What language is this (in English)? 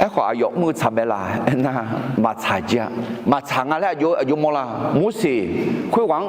Akha